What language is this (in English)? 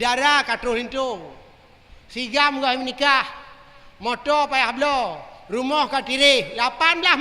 Achinese